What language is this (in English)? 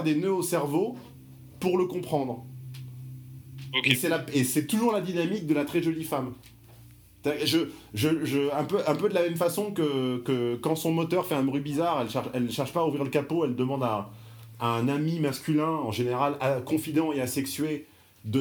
French